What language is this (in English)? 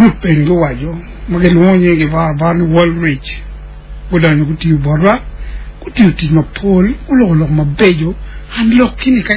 Acoli